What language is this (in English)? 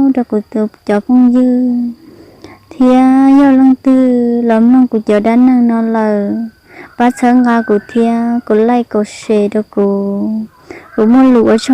Hmong